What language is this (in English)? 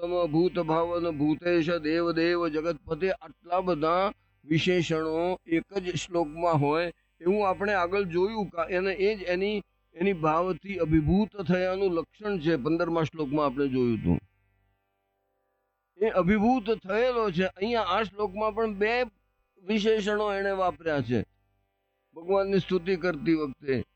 Gujarati